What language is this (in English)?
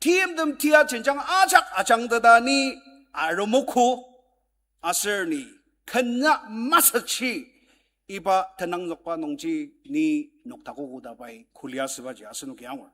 Ao Naga